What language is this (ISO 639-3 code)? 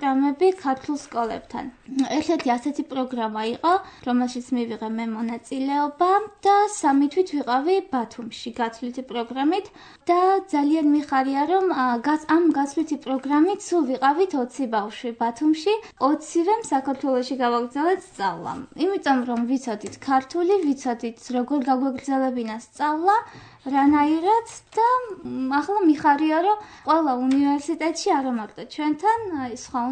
kat